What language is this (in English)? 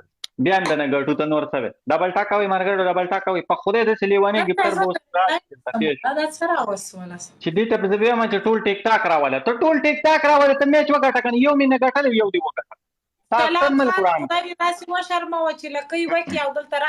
Pashto